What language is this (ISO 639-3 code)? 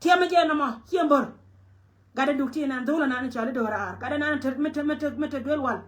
nus